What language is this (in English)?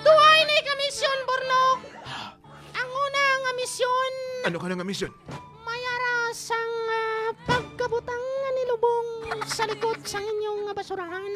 Hiligaynon